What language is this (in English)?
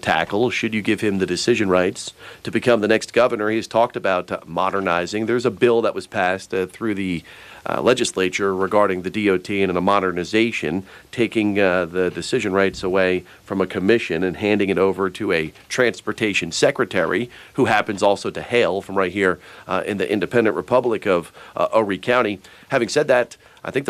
English